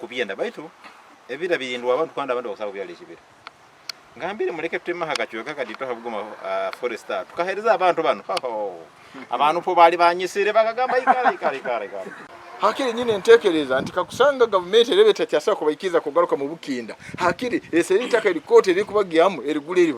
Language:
Nyankole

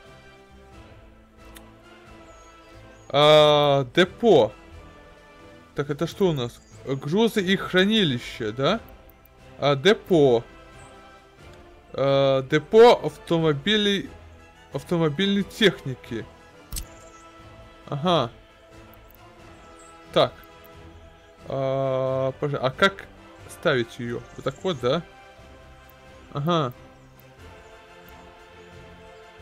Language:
Russian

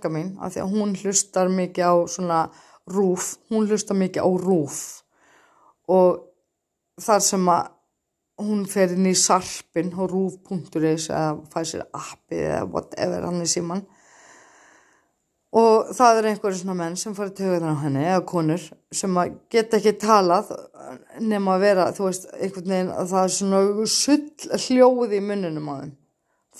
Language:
Icelandic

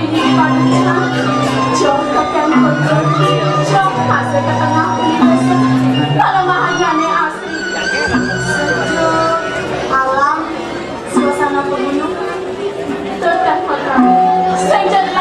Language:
Balinese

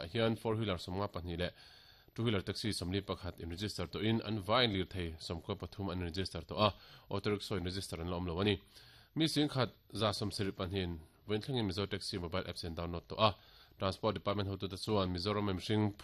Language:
Mizo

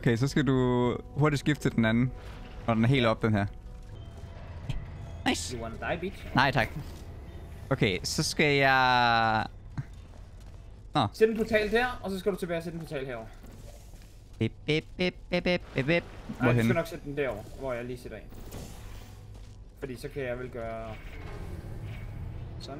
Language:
Danish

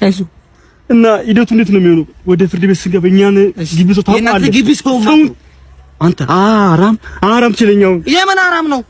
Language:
Amharic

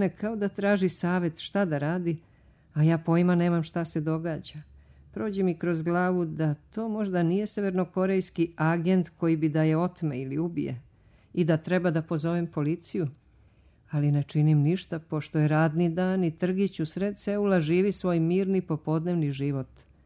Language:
Serbian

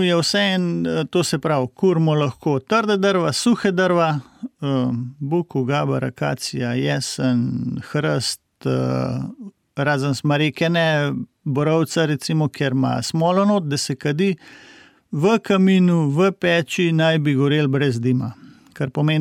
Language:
Slovenian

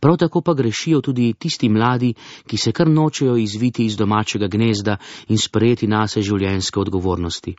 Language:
Slovenian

